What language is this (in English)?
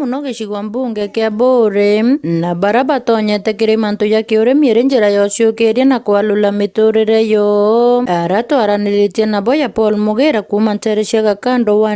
Meru